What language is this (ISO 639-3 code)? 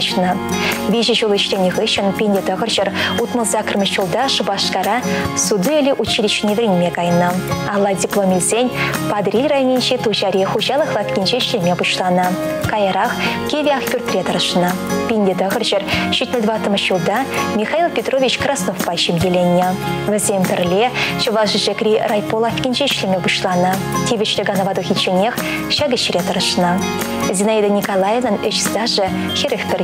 chv